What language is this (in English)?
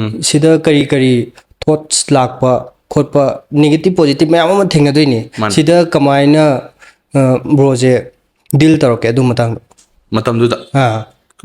Manipuri